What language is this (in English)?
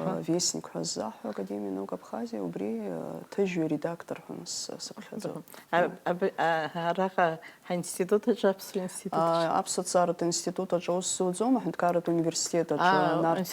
Abkhazian